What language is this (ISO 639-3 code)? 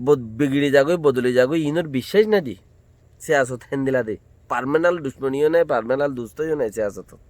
rhg